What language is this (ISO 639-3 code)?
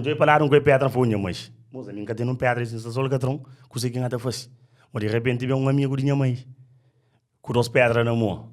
kea